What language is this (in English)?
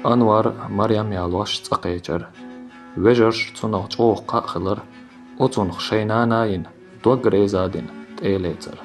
Chechen